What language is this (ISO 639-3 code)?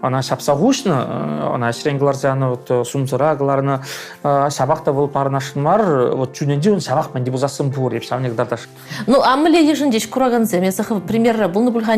chv